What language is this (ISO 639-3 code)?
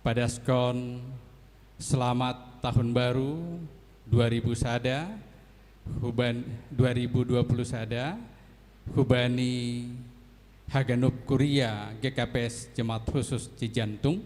bts